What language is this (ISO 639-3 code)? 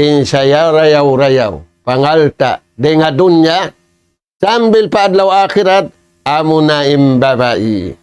tsg